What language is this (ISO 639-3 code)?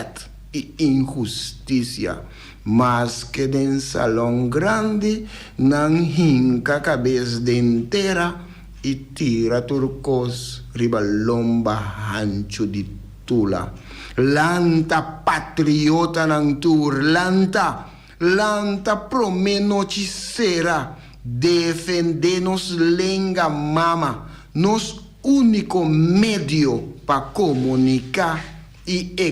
pap